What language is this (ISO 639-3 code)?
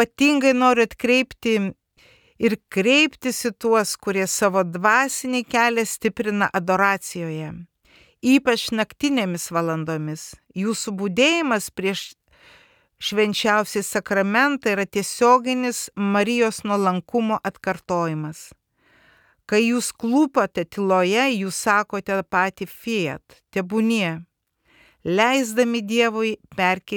lit